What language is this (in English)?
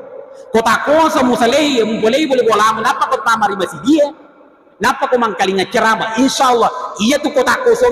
Buginese